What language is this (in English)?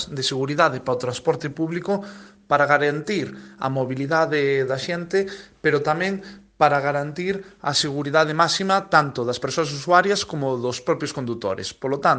Galician